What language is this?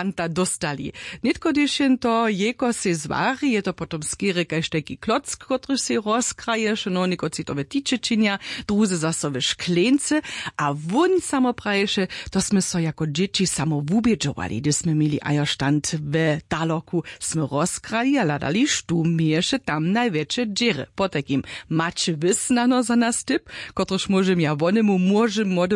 Upper Sorbian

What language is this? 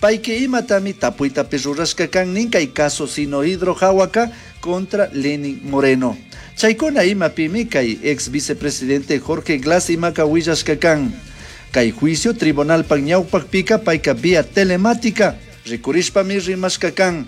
Chimborazo Highland Quichua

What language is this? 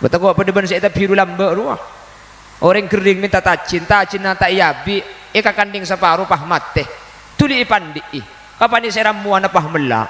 Madurese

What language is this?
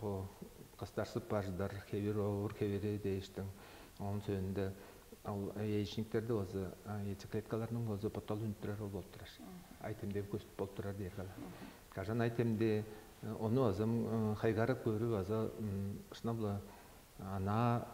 Tuvinian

